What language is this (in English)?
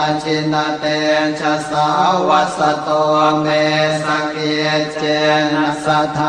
Pali